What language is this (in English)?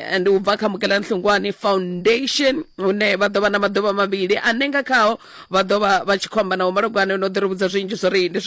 Venda